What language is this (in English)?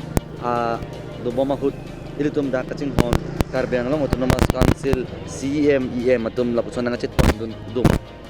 Karbi